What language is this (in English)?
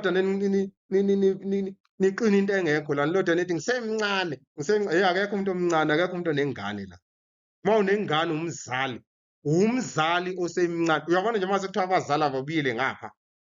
Zulu